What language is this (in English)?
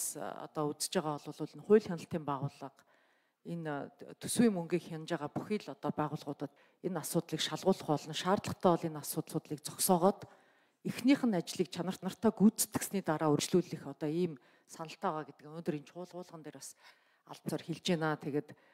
Mongolian